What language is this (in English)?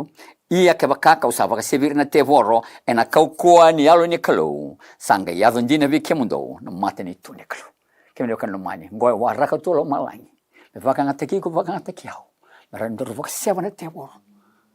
Fijian